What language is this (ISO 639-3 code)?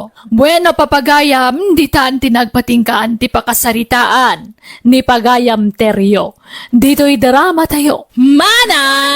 ilo